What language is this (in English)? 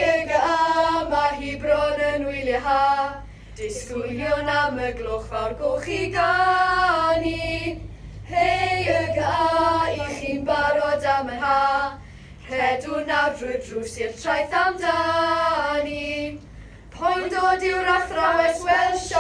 Welsh